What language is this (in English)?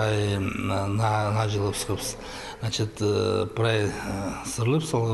Khakas